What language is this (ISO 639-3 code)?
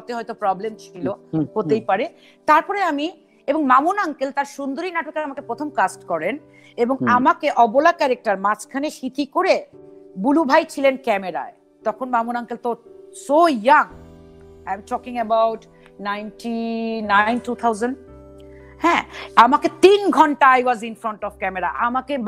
ben